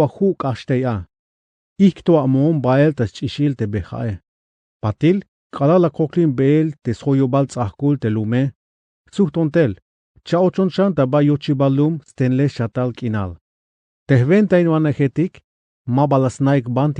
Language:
Tzeltal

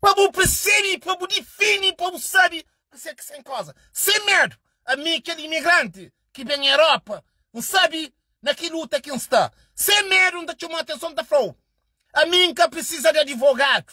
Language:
Kabuverdianu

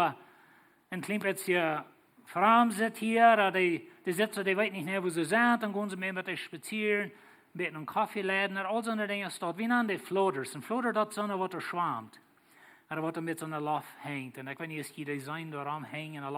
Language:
Plautdietsch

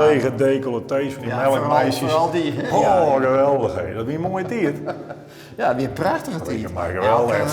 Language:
Western Frisian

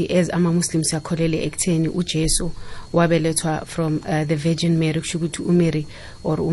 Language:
South Ndebele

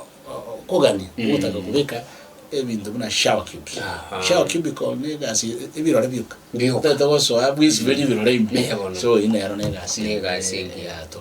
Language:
Gusii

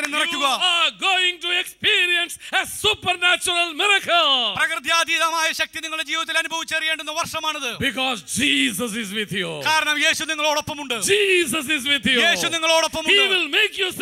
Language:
Malayalam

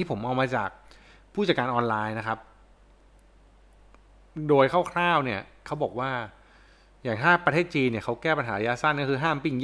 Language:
Thai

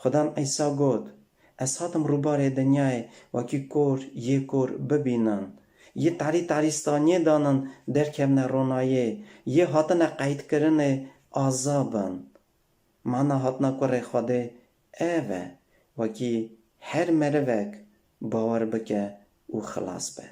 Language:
Kurdish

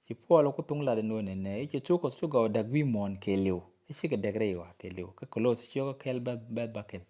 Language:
Nuer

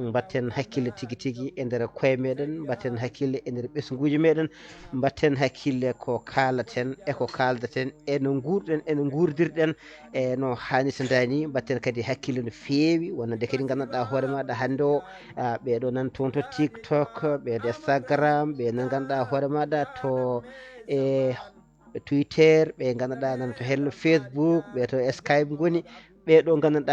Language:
Fula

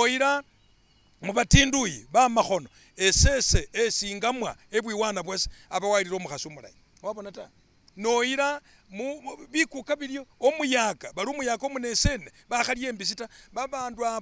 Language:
Masaaba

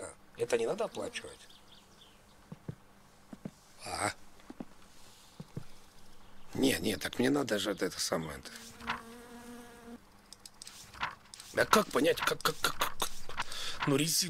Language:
Russian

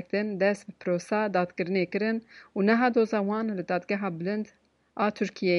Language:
Kurdish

